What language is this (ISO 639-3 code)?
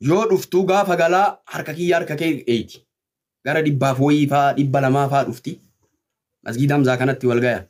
orm